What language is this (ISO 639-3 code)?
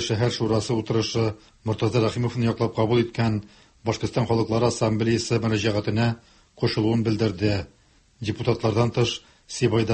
tat